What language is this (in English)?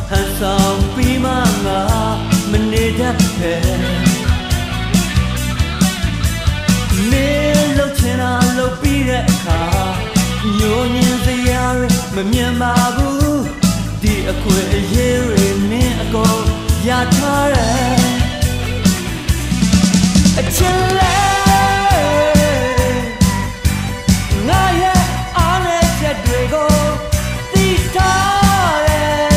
Burmese